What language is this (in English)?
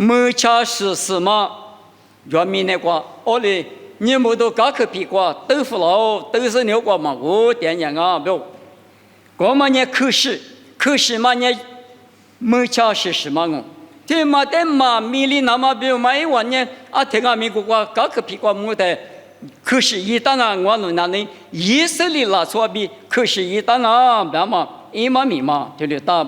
Lisu